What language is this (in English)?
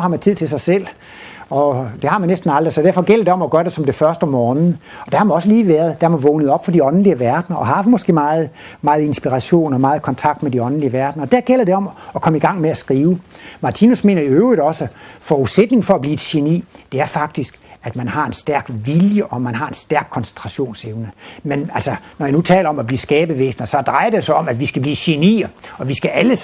Danish